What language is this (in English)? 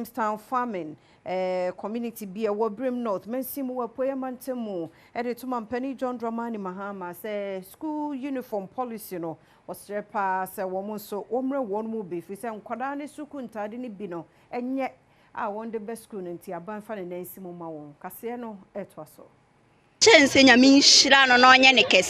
Akan